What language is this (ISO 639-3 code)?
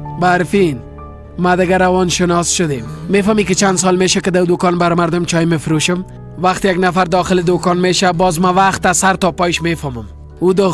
fas